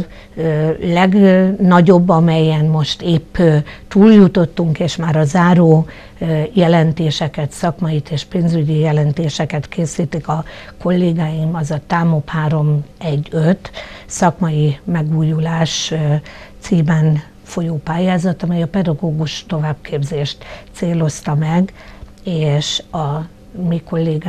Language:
Hungarian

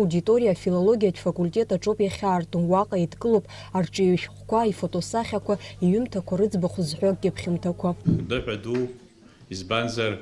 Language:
Abkhazian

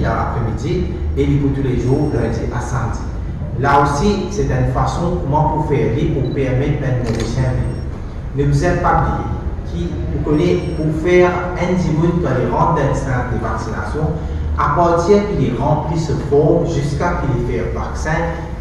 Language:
Morisyen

